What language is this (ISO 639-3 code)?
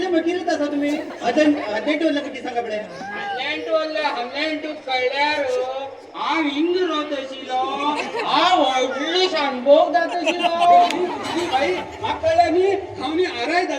kok